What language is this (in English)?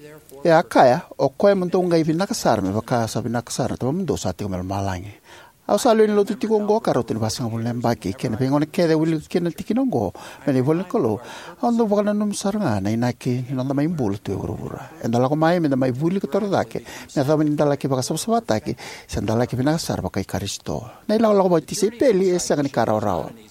Fijian